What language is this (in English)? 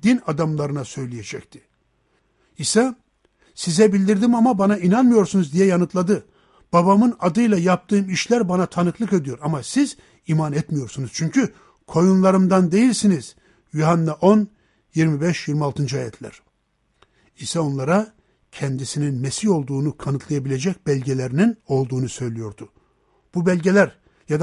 Turkish